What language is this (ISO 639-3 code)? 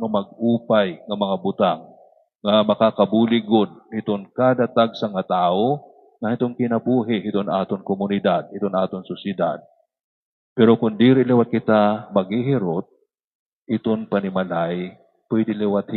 war